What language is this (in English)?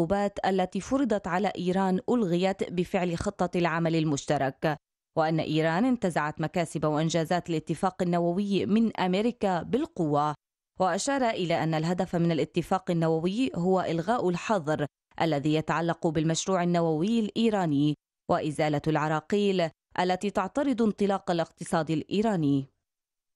Arabic